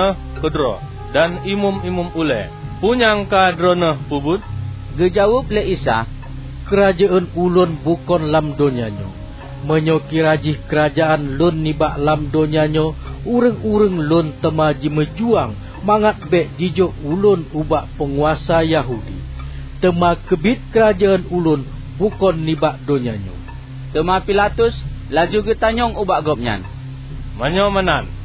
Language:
Achinese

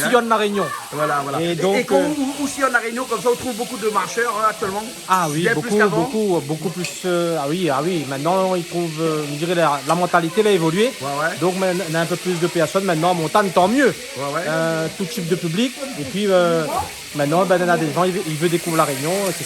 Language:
Réunion Creole French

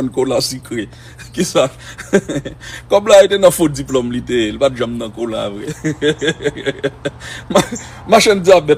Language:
Haitian Creole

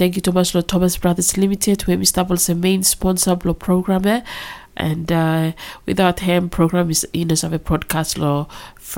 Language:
Bislama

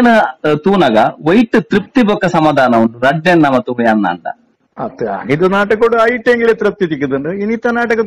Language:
Tulu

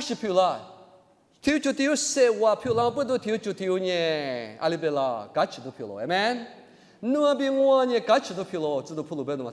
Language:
Lisu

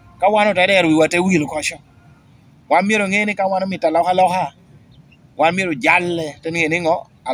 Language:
Lango (Uganda)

